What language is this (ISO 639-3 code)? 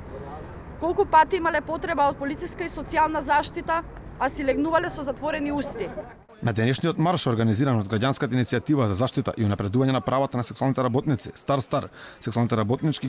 mkd